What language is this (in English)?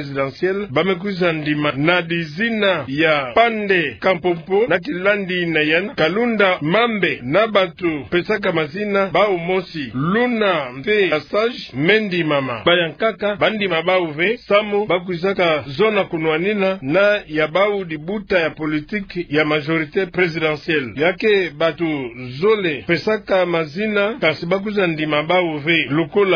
Kituba (Democratic Republic of Congo)